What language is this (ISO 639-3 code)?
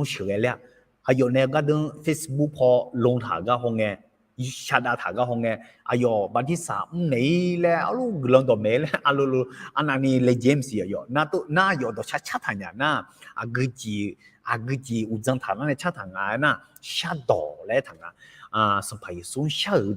ahk